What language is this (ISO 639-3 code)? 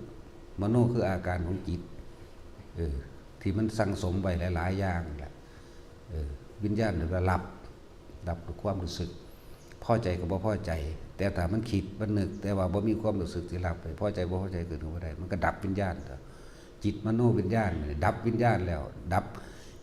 tts